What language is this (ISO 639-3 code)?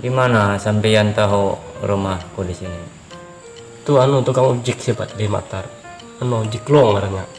bjn